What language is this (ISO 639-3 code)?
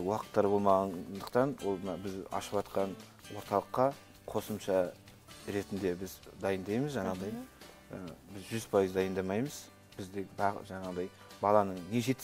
kaz